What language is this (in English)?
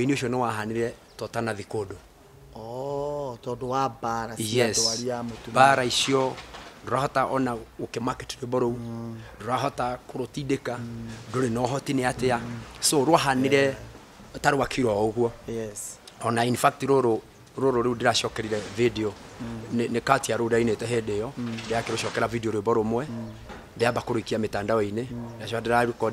Kikuyu